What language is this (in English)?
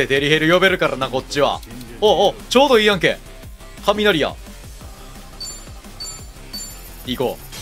Japanese